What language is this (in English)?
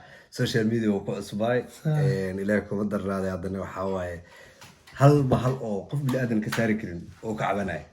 Somali